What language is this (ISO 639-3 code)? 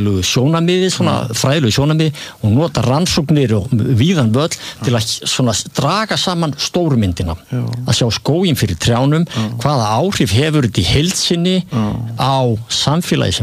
isl